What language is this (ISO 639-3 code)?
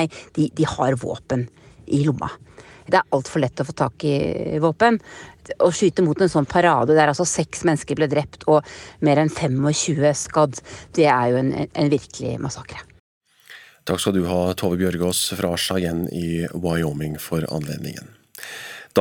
nor